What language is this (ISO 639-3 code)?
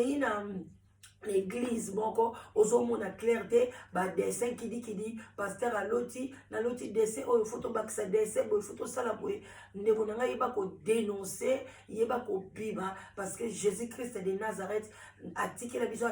lin